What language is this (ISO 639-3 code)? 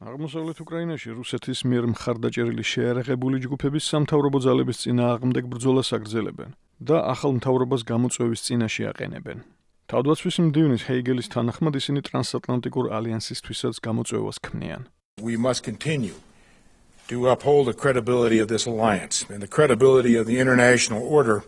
kat